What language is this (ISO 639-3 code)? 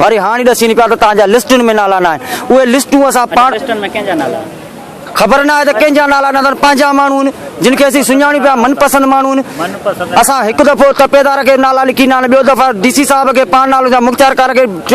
snd